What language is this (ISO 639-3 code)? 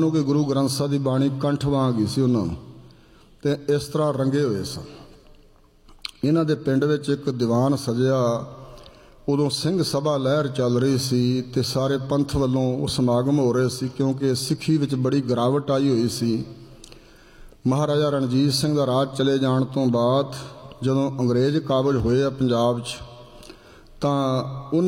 pan